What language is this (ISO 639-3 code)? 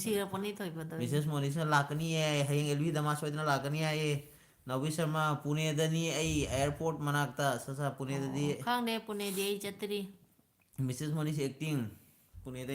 mni